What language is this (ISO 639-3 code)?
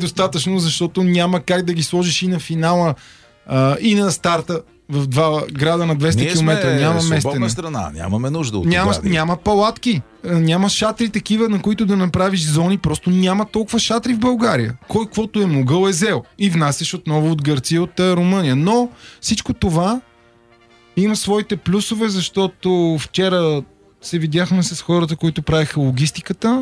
bul